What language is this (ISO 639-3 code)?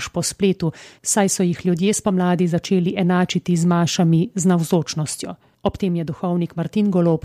slv